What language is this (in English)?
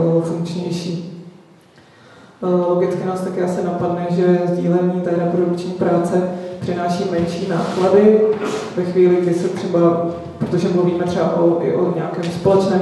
Czech